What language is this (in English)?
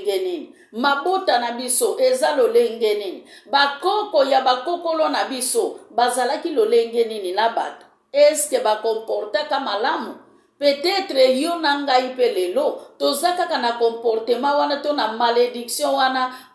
Lingala